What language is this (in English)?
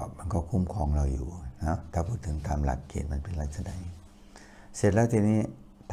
Thai